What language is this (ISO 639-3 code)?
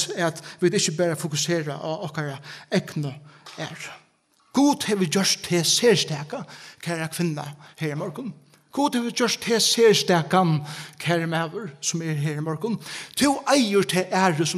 fao